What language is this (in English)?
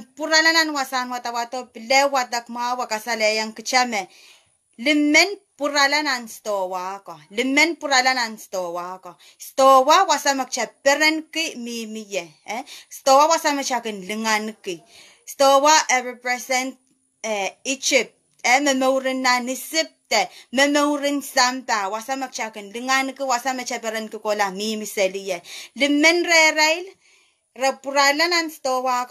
Pohnpeian